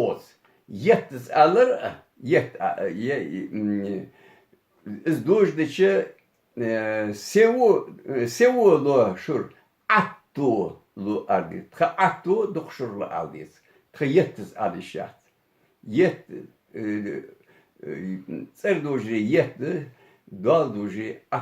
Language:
Ingush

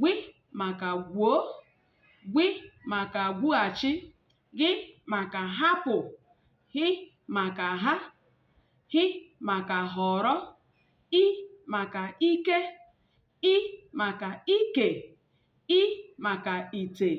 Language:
Igbo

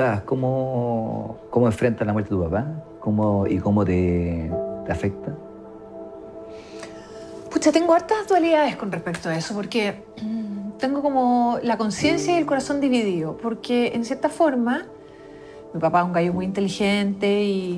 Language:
Spanish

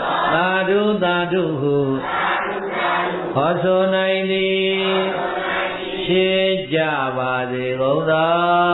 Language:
Burmese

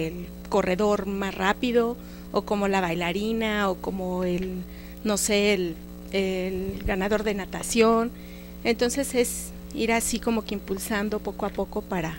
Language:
Spanish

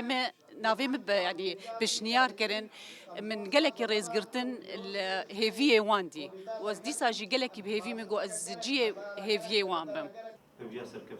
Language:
Kurdish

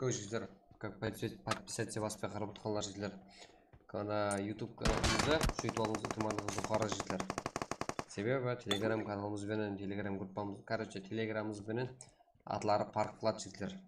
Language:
Kara-Kalpak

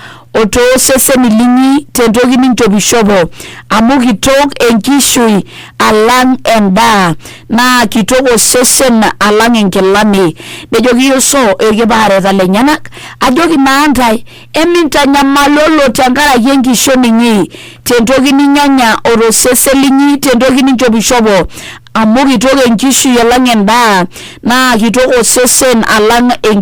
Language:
Masai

